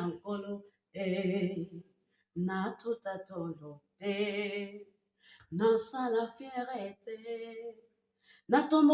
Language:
Lingala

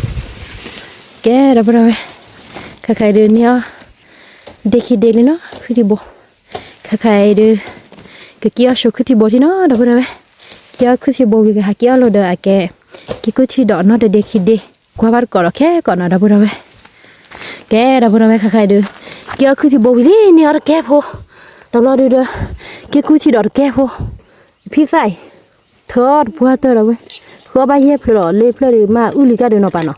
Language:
S'gaw Karen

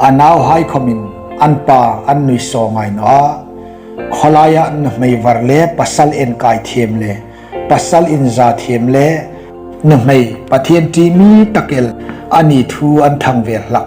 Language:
Hmar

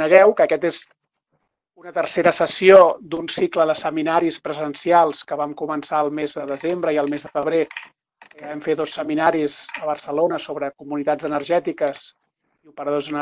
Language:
Catalan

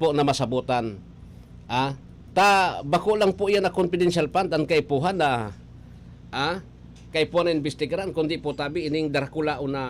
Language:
Bikol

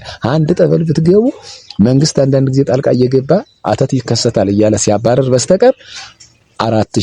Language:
Amharic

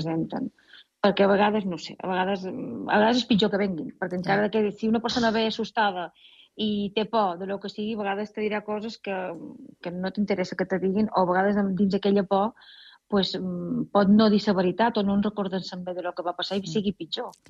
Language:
Catalan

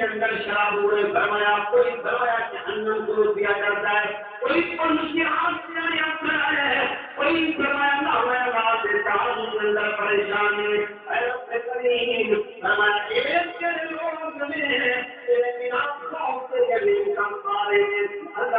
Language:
Saraiki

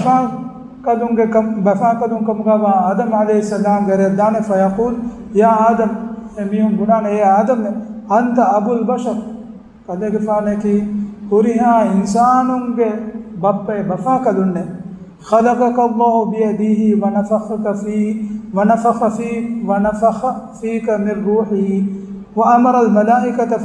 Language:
Divehi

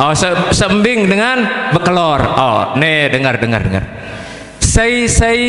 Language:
Sasak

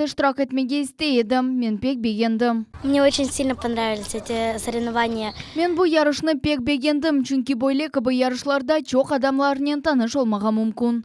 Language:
Crimean Tatar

